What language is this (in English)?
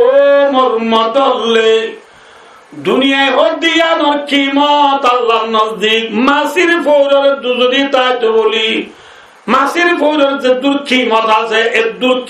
Rohingya